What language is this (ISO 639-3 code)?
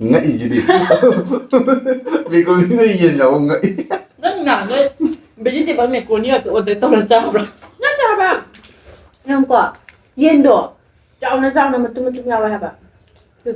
mni